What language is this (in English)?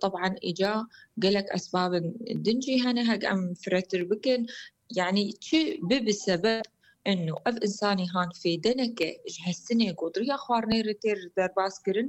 Kurdish